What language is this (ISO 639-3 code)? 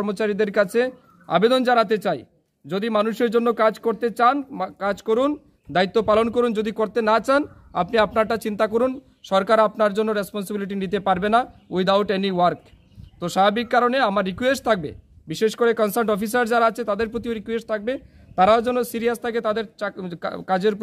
ben